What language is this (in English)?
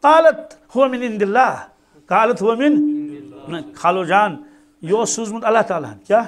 Kashmiri